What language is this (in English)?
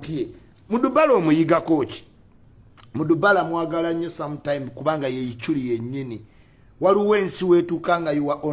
Ganda